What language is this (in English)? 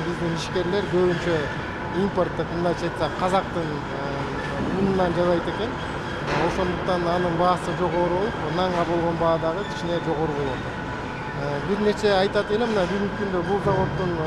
Kyrgyz